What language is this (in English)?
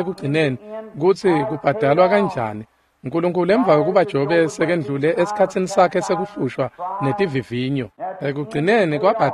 Swati